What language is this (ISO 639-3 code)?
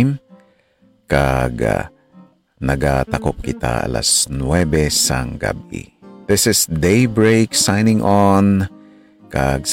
hil